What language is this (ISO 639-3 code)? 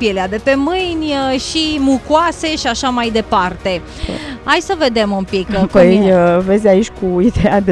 ron